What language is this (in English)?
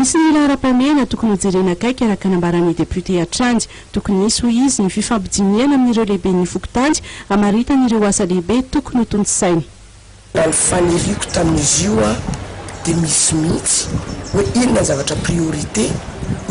Malagasy